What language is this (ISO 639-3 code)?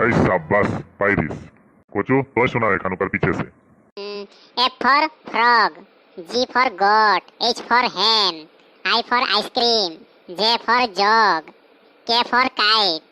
sck